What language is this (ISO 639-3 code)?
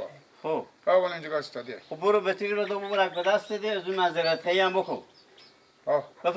fas